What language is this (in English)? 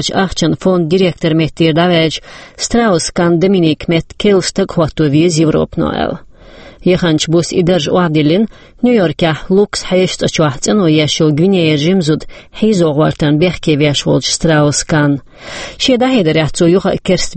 Chechen